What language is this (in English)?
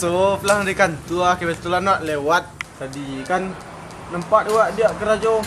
Minangkabau